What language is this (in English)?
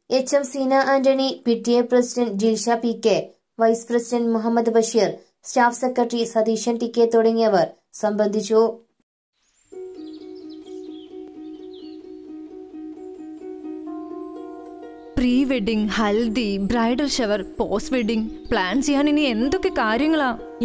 Malayalam